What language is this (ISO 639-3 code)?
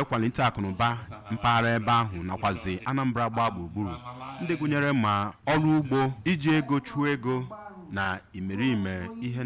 ibo